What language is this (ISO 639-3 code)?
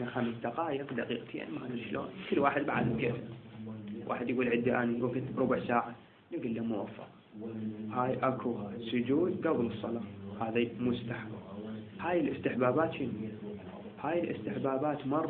acm